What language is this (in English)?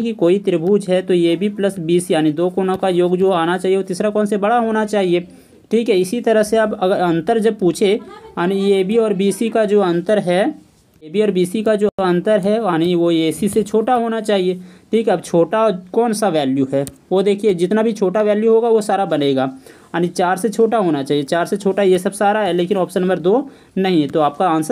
Hindi